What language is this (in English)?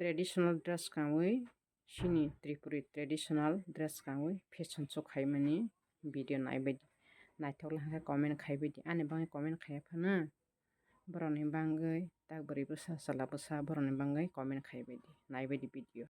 Kok Borok